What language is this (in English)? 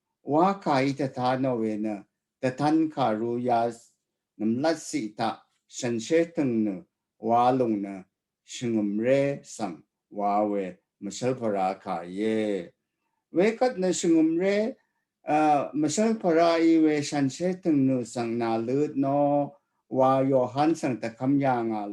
Rawang